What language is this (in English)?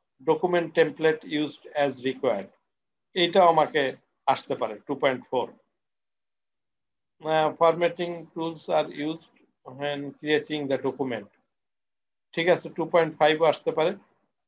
Bangla